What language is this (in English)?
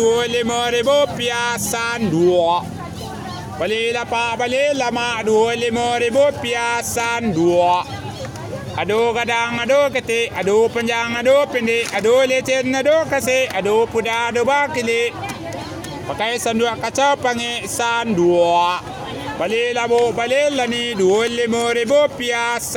Minangkabau